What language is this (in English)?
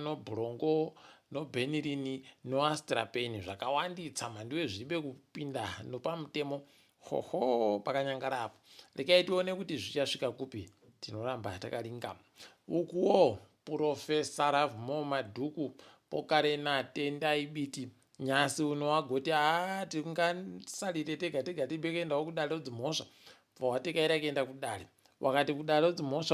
Ndau